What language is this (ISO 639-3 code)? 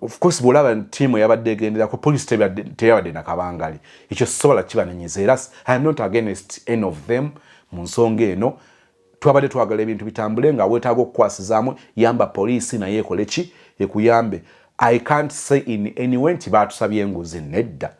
lug